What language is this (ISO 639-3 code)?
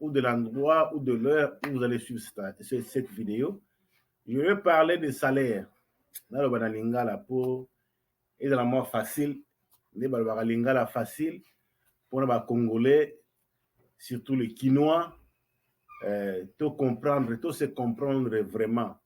lin